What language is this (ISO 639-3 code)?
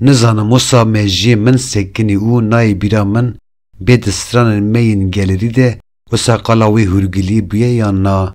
kur